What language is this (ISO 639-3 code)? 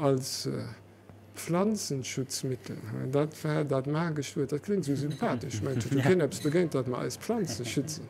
ltz